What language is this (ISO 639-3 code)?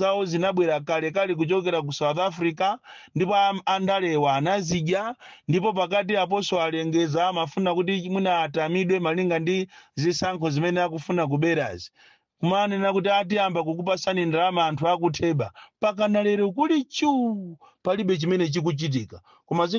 nya